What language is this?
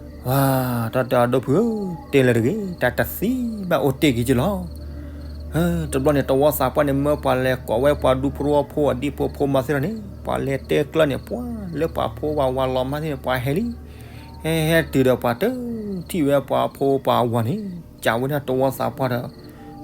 S'gaw Karen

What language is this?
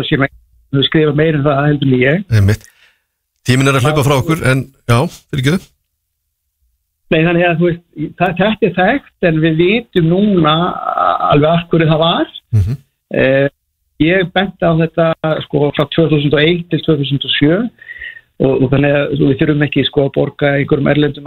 Icelandic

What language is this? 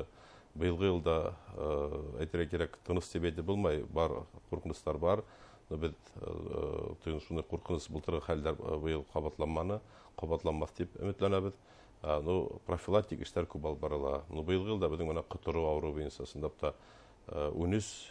Bashkir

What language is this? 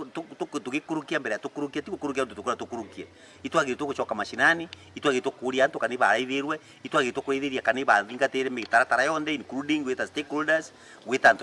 Meru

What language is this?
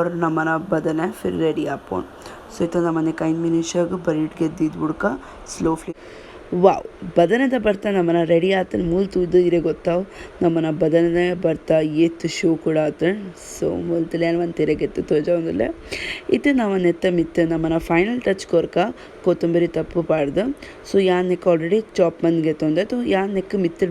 Tulu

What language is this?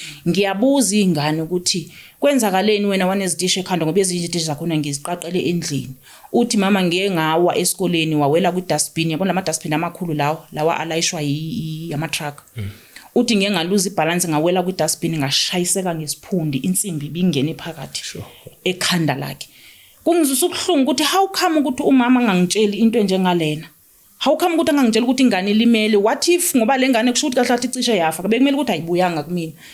Zulu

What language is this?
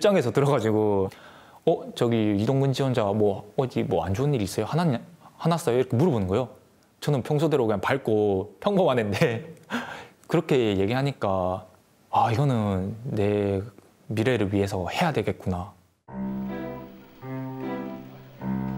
Korean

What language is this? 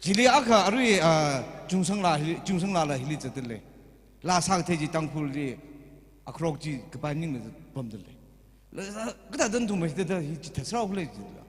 Tangkhul Naga (India)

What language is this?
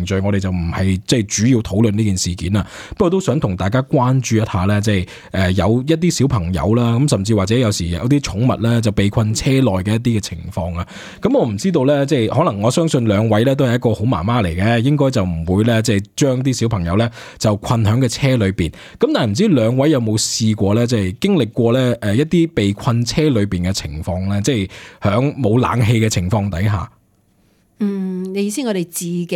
Cantonese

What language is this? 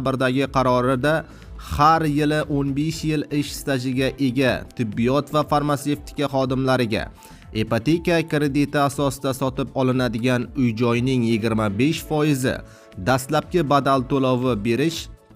Uzbek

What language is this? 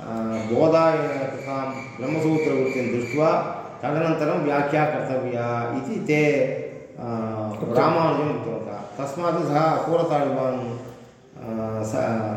Sanskrit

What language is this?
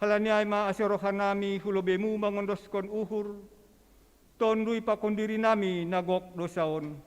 Batak Simalungun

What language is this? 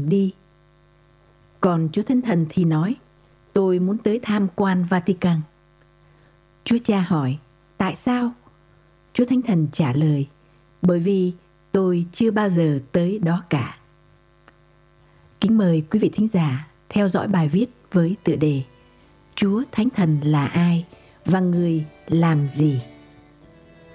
Vietnamese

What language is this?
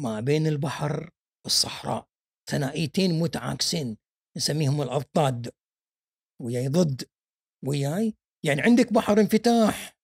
Gulf Arabic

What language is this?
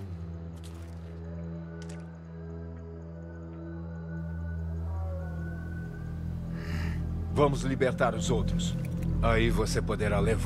Portuguese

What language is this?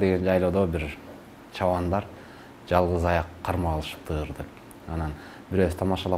Kyrgyz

